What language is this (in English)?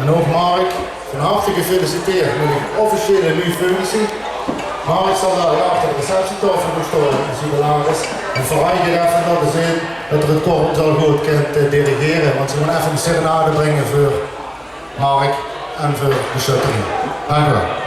Limburgish